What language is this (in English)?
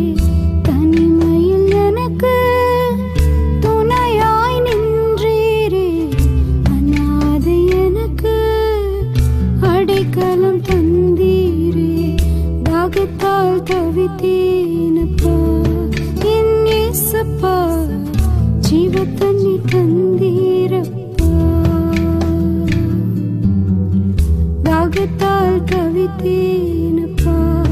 Tamil